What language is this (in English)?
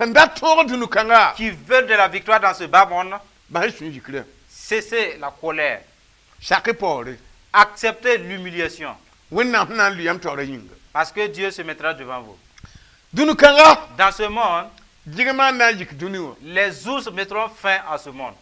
Mossi